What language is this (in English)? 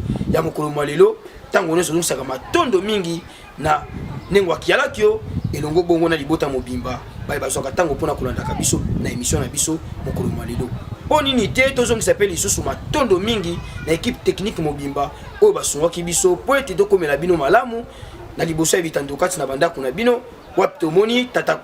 Lingala